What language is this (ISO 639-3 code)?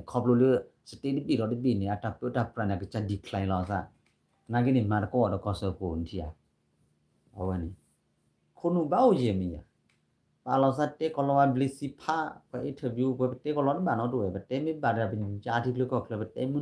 ksw